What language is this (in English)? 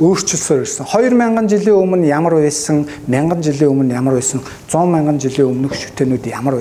Mongolian